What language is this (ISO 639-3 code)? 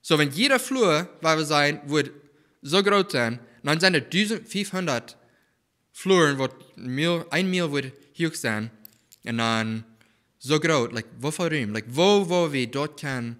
pdt